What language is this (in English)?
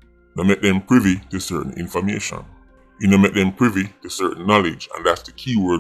Jamaican Creole English